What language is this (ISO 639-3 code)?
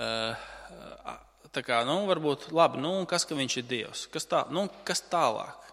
lav